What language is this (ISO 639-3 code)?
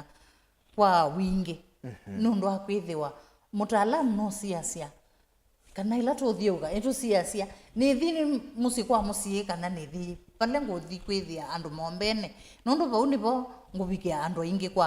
kam